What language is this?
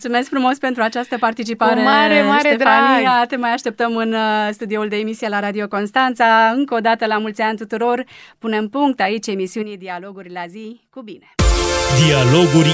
Romanian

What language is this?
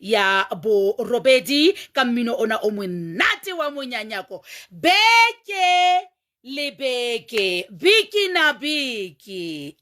Southern Sotho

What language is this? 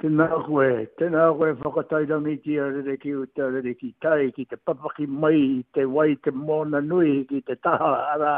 Māori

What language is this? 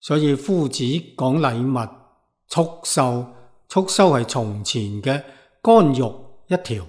Cantonese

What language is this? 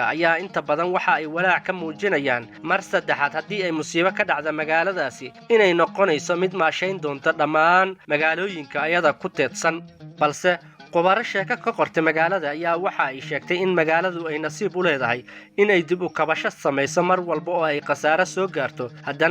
Somali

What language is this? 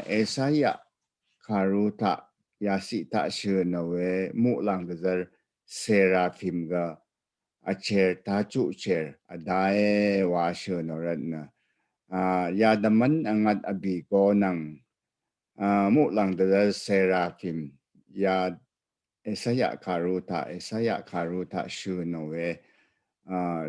Rawang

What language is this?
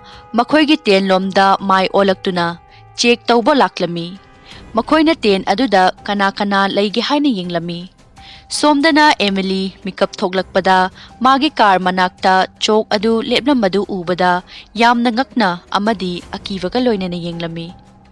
Manipuri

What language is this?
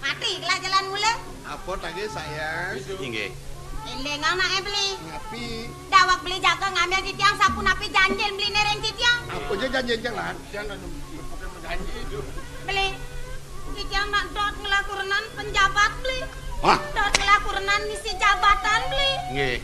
Balinese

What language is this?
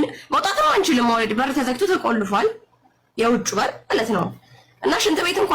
Amharic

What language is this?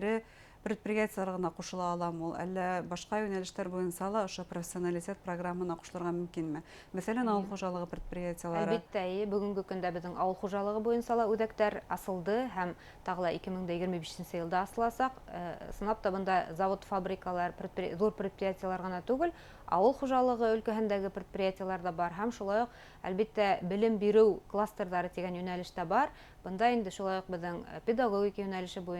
Bashkir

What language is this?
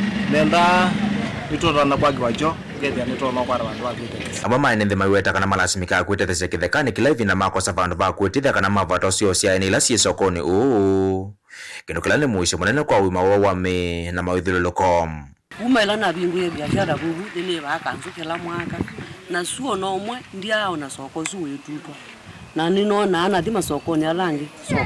Kamba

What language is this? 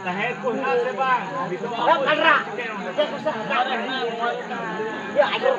Santali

